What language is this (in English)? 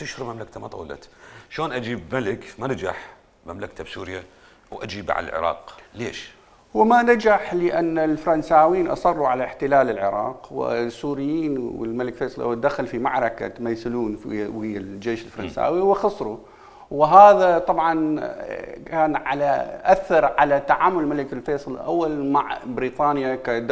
Mesopotamian Arabic